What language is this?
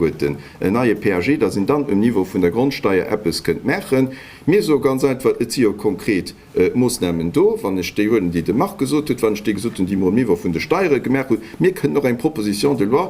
Luxembourgish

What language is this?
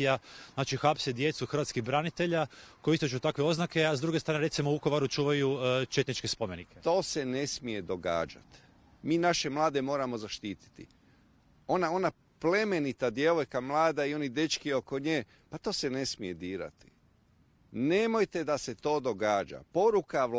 Croatian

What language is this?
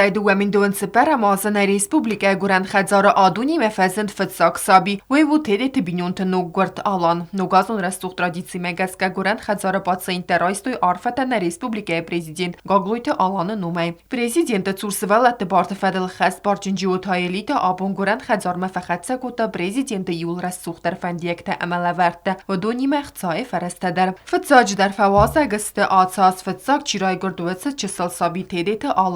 Ossetic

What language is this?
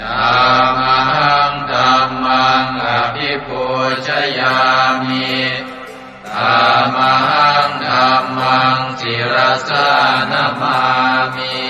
Pali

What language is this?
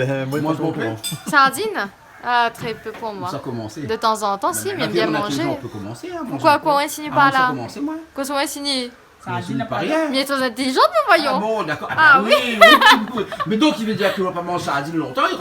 Réunion Creole French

